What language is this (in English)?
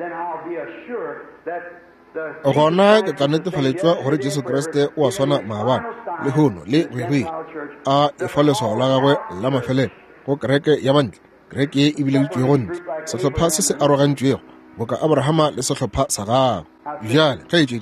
Northern Sotho